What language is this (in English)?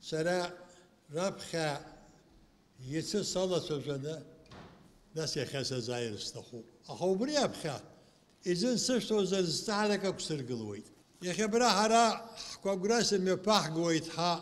Abkhazian